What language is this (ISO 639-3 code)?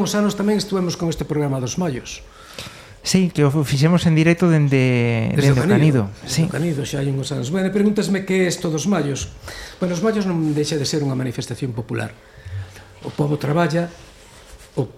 glg